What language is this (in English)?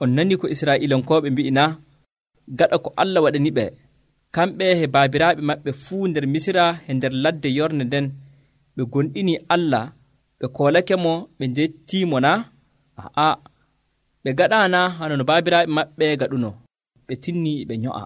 Nigerian Fulfulde